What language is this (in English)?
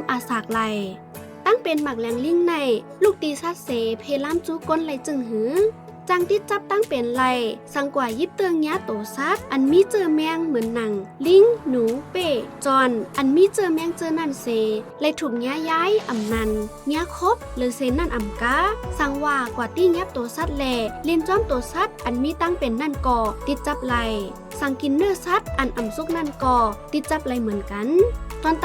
Shan